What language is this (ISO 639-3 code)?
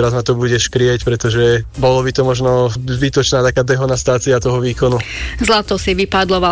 slk